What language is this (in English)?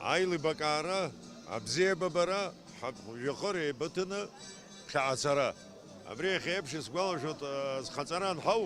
Abkhazian